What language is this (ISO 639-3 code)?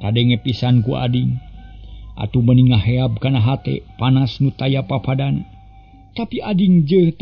sun